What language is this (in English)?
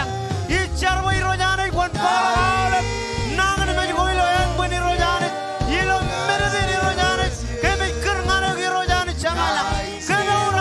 Marshallese